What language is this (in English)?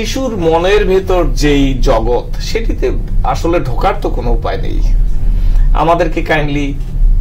Bangla